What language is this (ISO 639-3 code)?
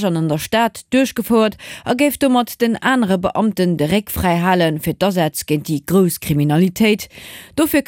ltz